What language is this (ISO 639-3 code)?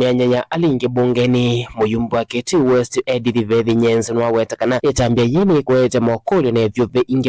kam